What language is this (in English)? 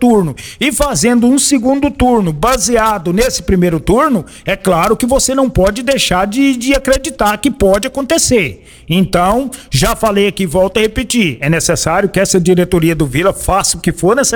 Portuguese